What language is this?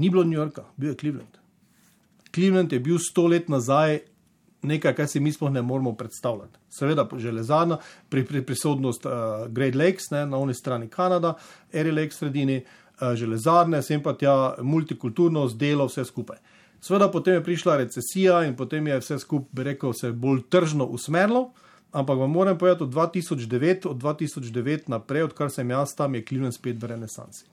Slovenian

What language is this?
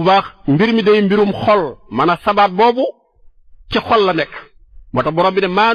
Wolof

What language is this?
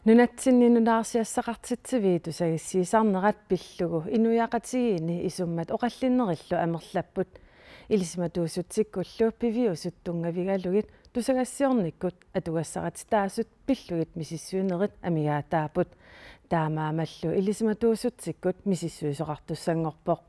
Kalaallisut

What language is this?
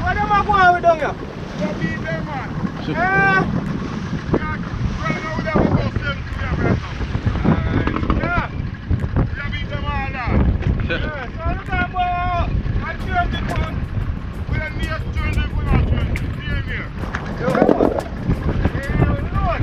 Jamaican Creole English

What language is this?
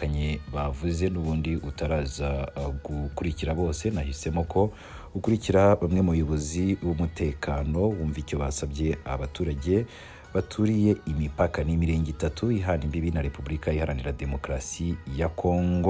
Kinyarwanda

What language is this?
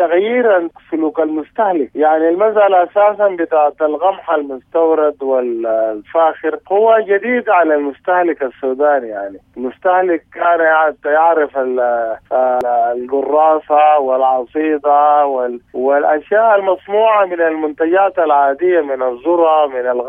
Sudanese Arabic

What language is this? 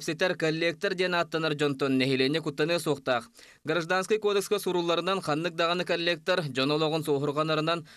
Yakut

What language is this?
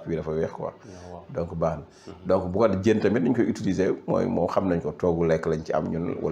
Wolof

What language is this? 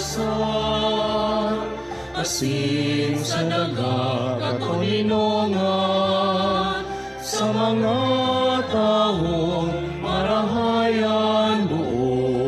Bikol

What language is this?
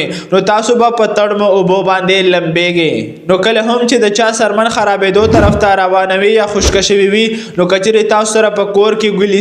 Pashto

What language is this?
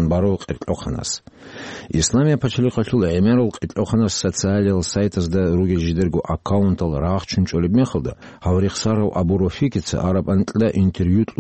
Avaric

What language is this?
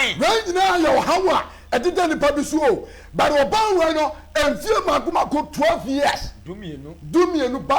Akan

